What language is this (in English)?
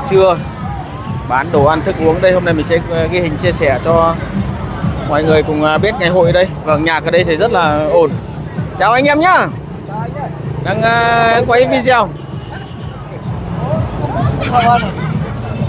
Vietnamese